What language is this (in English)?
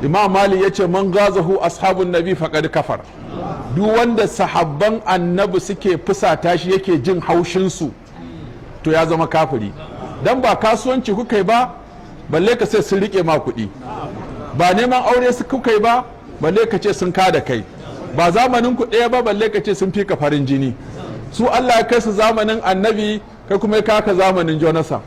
Hausa